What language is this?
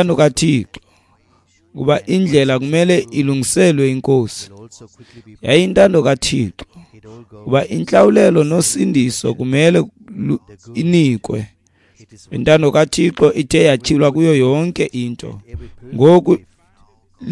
Xhosa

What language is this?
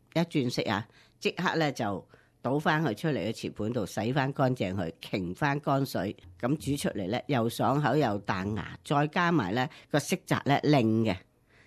Cantonese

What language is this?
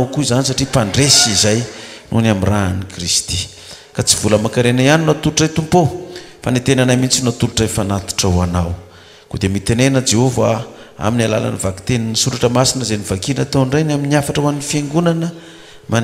Malagasy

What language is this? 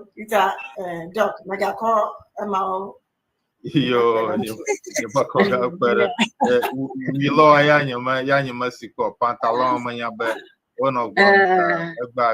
Ewe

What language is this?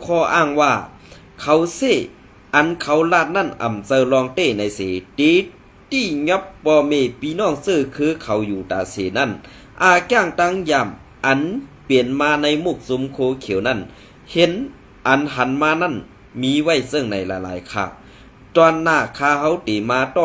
Shan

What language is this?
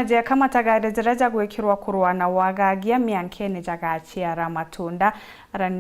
Meru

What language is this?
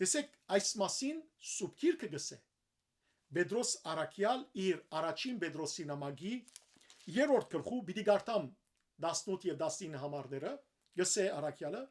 Western Armenian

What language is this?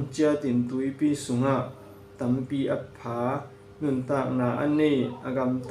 Tedim Chin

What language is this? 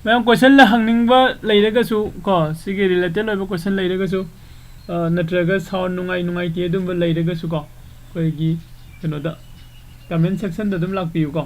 Manipuri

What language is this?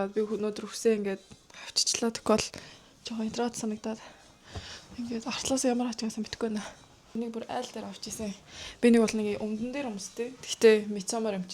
Mongolian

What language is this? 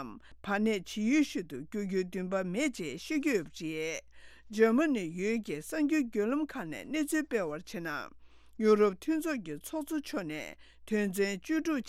Tibetan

